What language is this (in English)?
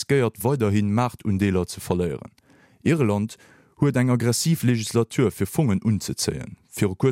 Luxembourgish